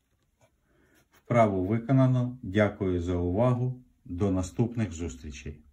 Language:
Ukrainian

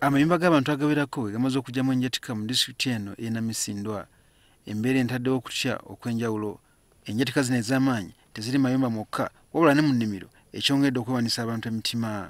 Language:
Ganda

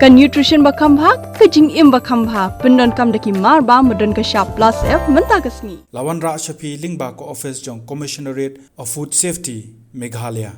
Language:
Khasi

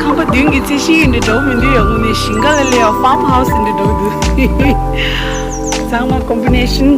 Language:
Tibetan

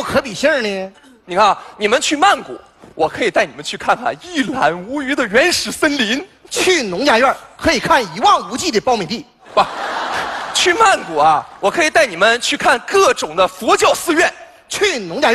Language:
Chinese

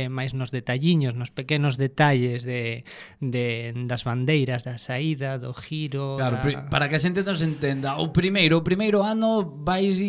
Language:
Galician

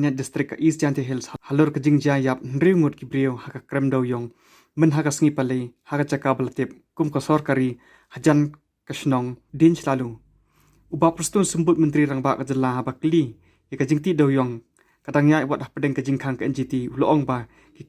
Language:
Khasi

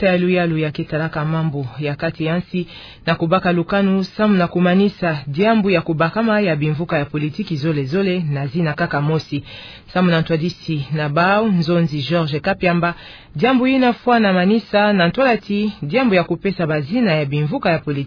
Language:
Kituba (Democratic Republic of Congo)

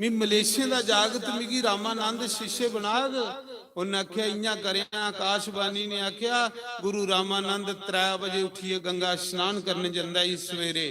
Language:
Dogri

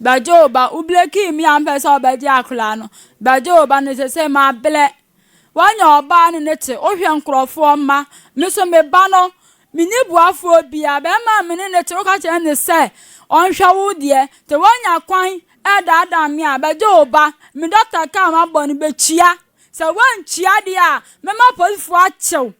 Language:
Akan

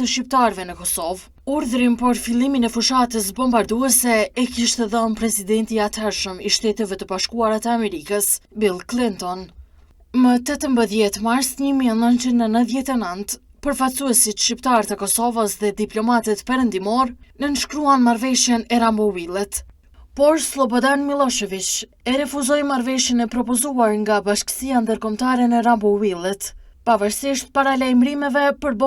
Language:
Albanian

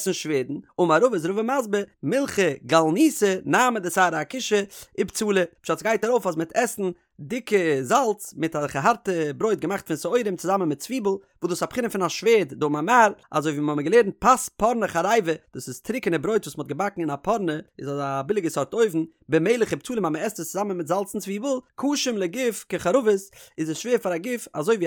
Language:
Yiddish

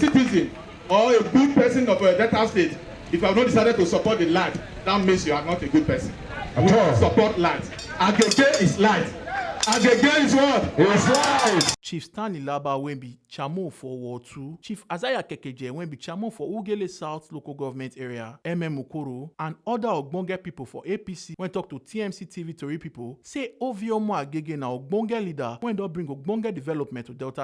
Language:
Nigerian Pidgin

